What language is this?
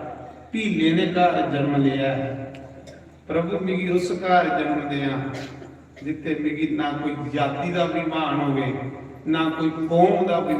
Dogri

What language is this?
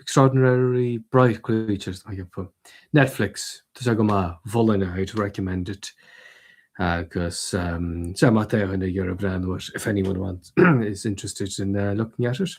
Irish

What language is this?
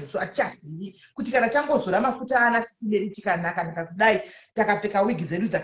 Shona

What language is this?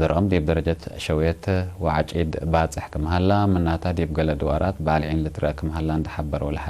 Tigre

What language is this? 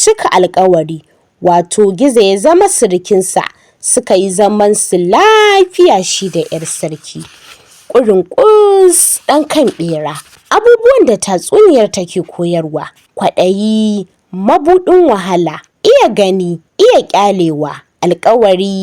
Hausa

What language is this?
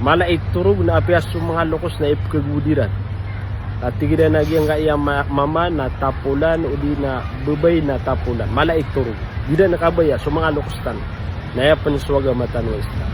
Maranao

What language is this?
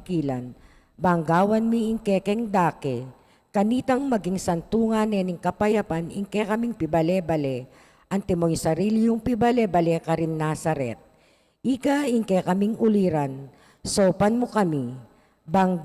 Pampanga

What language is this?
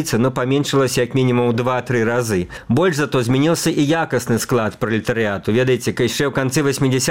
Belarusian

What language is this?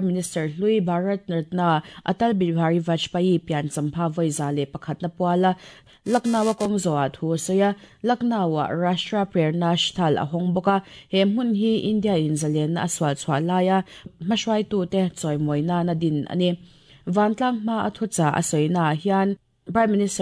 Mizo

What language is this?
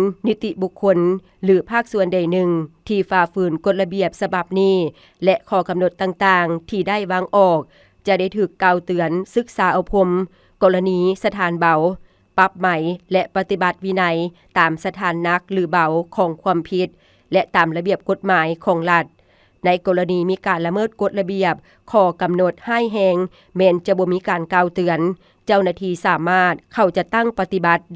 Lao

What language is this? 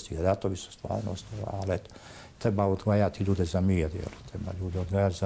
Bosnian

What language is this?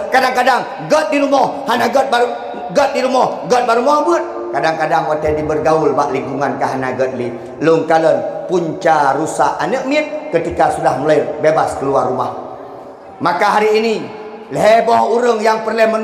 Achinese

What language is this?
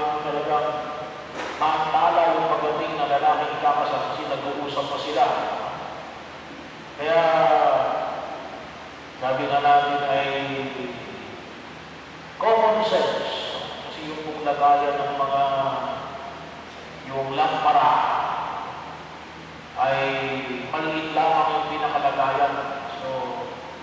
Filipino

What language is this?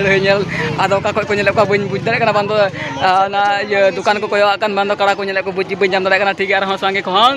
Santali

